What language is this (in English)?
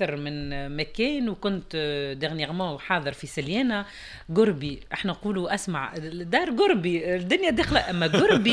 Tunisian Arabic